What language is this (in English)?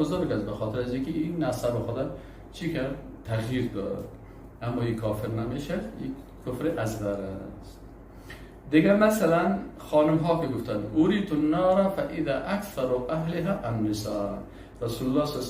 Persian